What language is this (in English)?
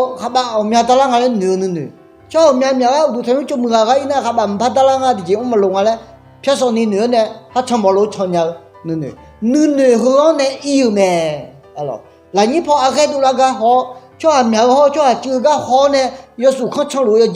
Akha